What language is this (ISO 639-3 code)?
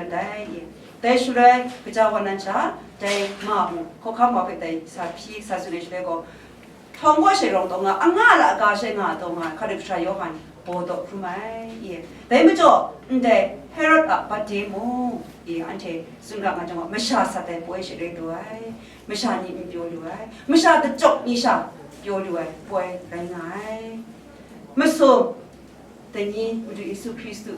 kac